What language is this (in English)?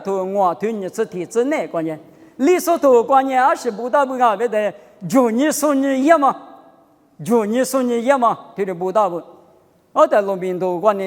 Lisu